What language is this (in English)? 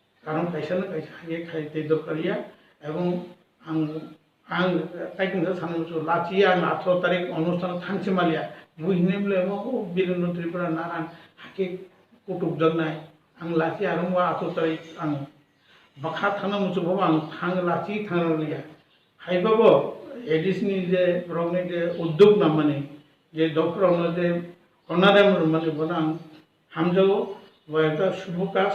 Kok Borok